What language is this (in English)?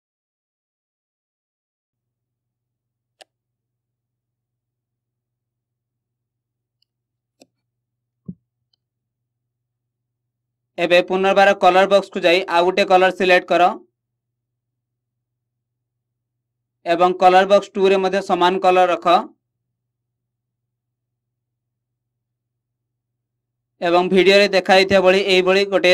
Odia